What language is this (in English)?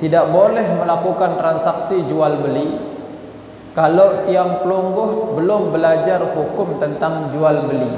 Sasak